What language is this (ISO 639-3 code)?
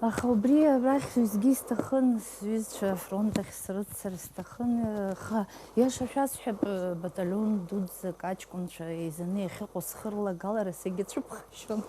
abk